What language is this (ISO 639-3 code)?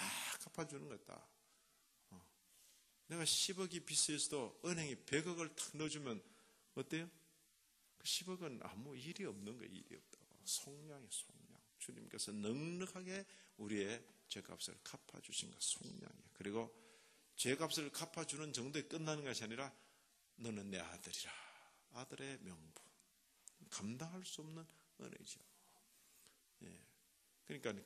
kor